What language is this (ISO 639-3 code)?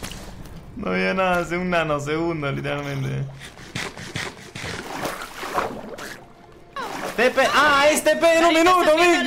spa